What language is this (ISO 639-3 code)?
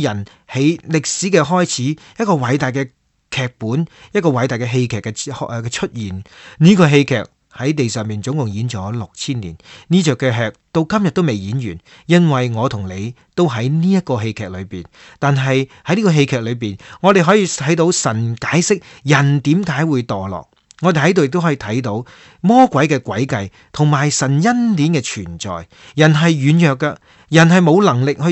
yue